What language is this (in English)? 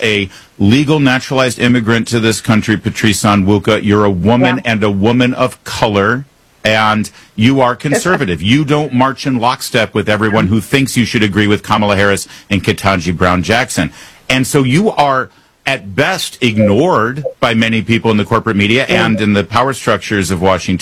English